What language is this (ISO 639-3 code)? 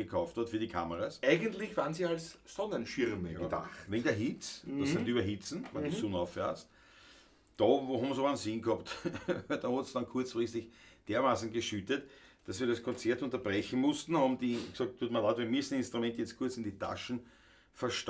bar